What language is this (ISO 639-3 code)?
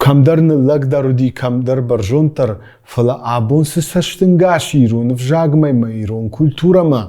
oss